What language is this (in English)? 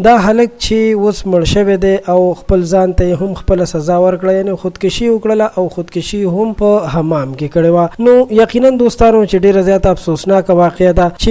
Pashto